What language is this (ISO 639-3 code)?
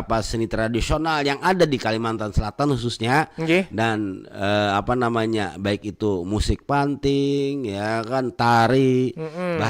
bjn